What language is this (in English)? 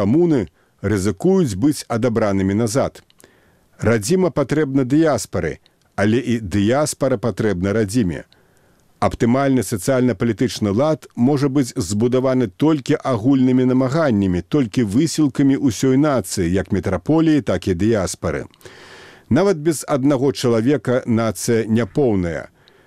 Belarusian